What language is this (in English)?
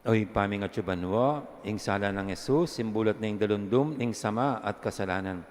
Pampanga